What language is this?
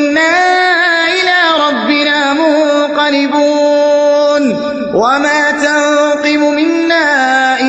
Arabic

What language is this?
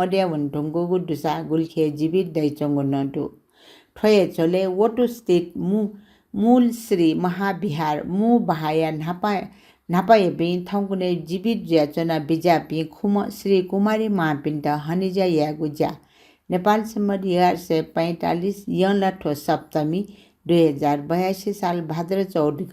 Newari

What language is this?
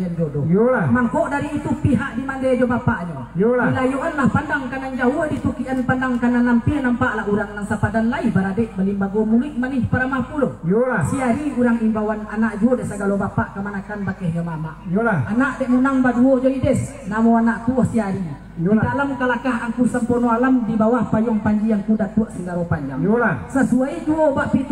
Minangkabau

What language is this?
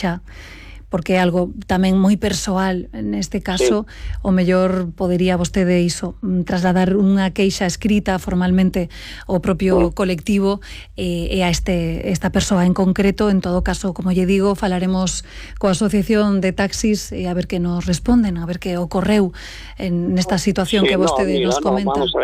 Galician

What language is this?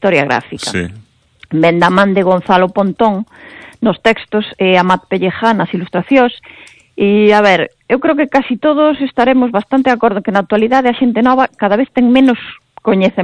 Galician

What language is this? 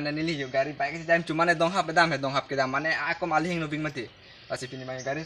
Karbi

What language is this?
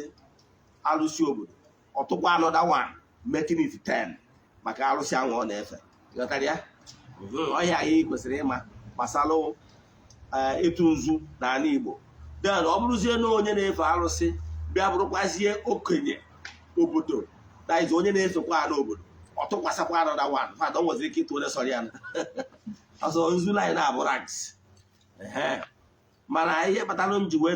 Igbo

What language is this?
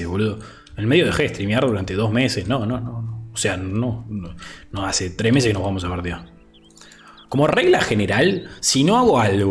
Spanish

